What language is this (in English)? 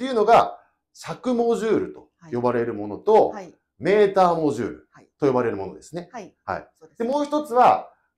Japanese